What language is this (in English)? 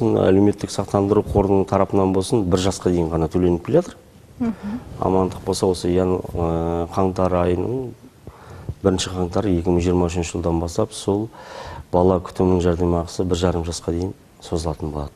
Kazakh